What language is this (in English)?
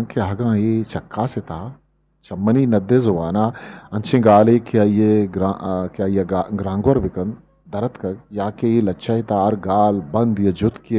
Eastern Balochi